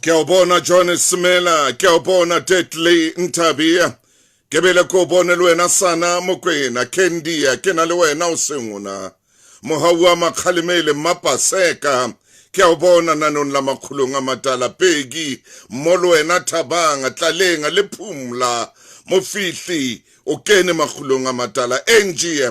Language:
Southern Sotho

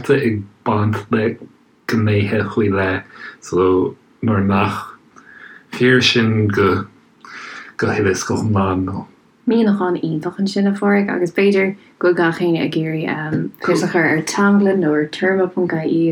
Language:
Irish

